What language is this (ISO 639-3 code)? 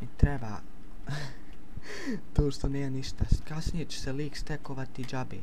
bos